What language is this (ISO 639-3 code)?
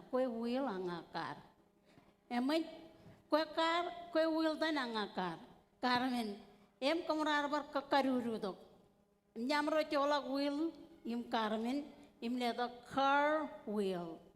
mah